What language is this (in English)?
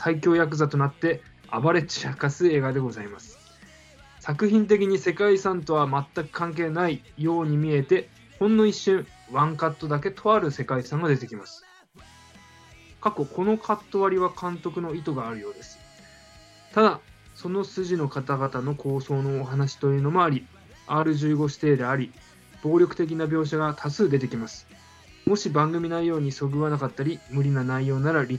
Japanese